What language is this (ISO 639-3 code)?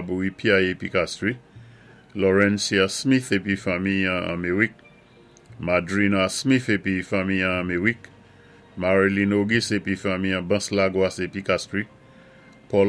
acf